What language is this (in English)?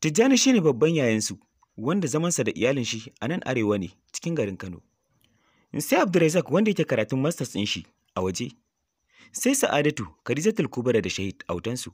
Hausa